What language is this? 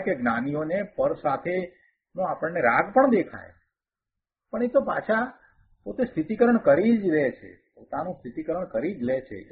Gujarati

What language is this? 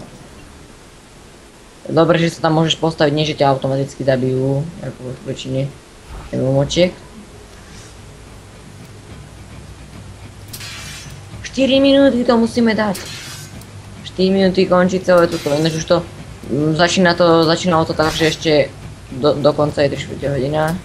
Slovak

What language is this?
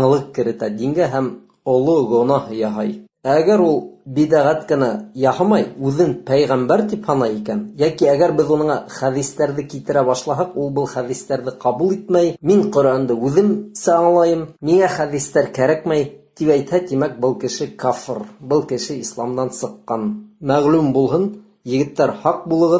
Bashkir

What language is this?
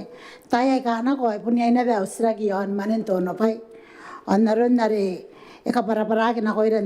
Gilbertese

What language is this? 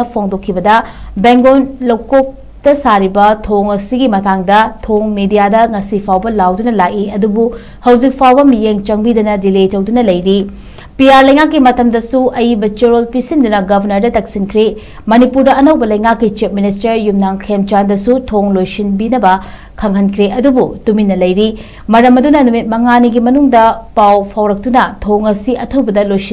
Manipuri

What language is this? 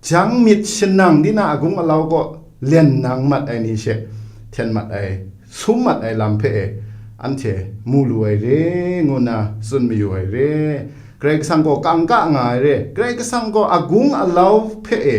Kachin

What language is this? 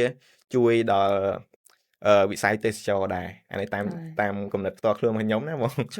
Khmer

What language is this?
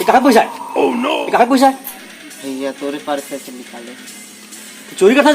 Chhattisgarhi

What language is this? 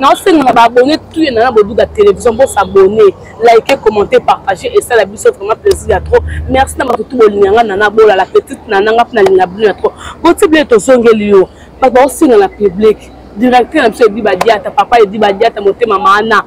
Lingala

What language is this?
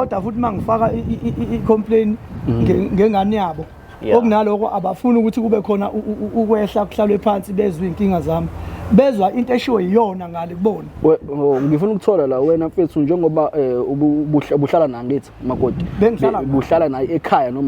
Zulu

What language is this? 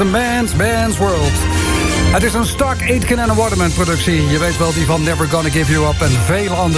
Dutch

